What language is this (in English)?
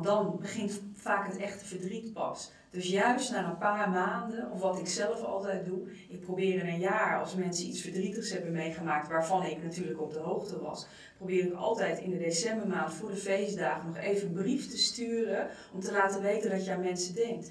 Dutch